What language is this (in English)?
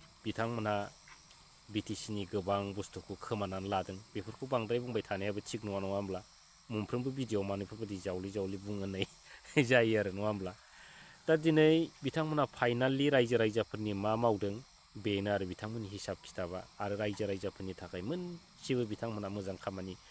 Bodo